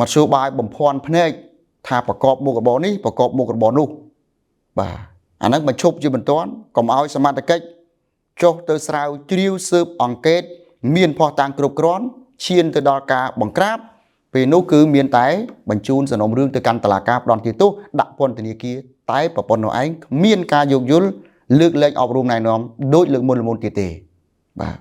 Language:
Khmer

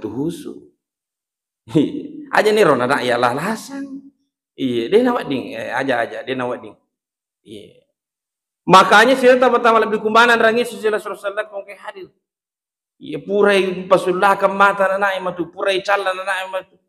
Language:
Buginese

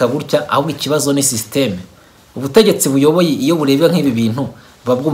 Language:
Kinyarwanda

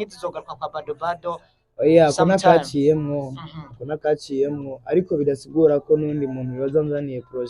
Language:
Rundi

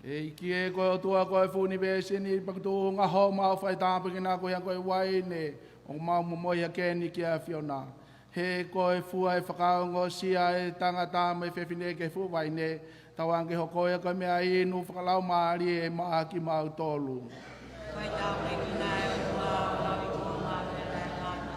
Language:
Tongan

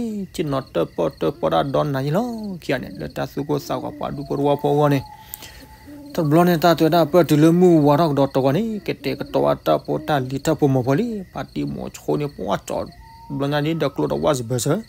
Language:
S'gaw Karen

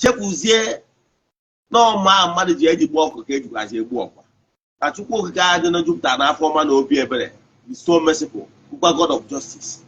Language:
Igbo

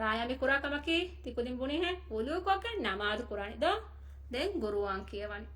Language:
Divehi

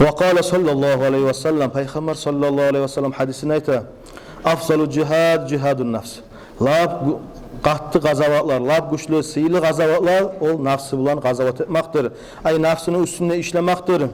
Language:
Kumyk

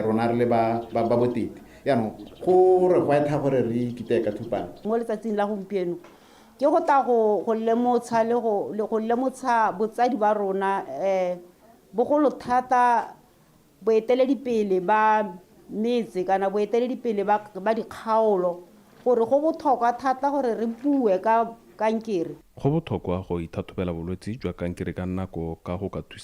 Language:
Tswana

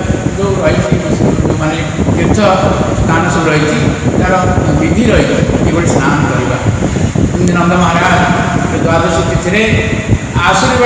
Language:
Odia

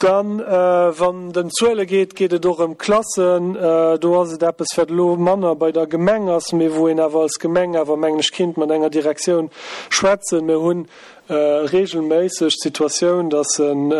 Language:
Luxembourgish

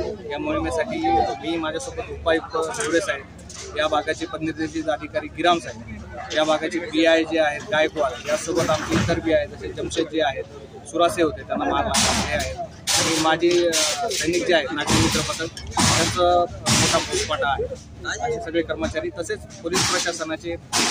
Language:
Marathi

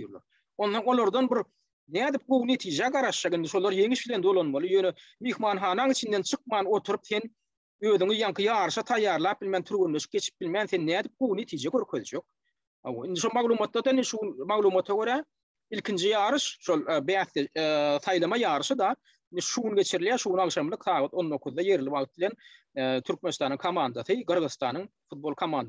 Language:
Turkmen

